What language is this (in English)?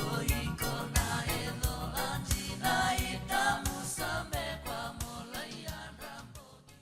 Fijian